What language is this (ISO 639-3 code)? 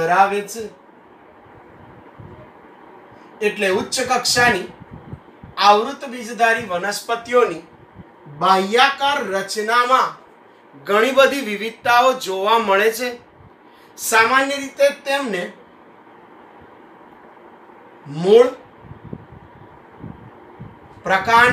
guj